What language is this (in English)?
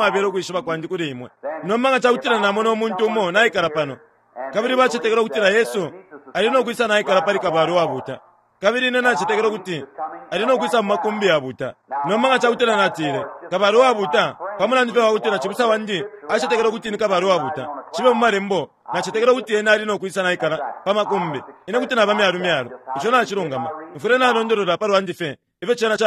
Bemba